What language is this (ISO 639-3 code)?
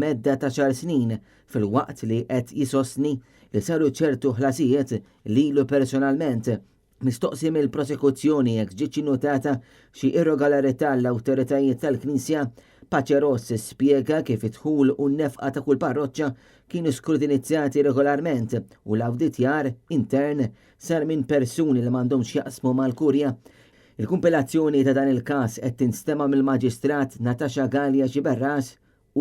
mlt